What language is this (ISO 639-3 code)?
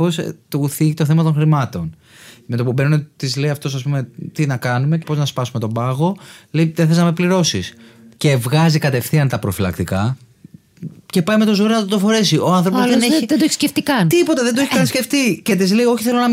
ell